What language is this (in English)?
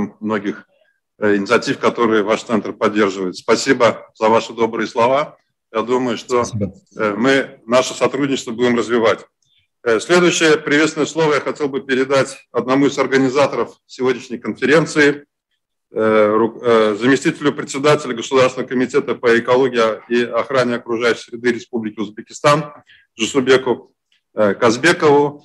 Russian